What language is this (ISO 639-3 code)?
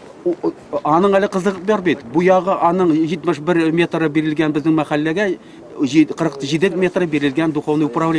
tat